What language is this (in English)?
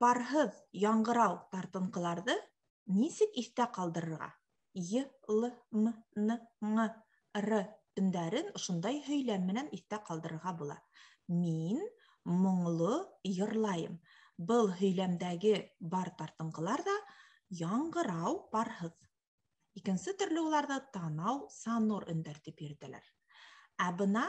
Bashkir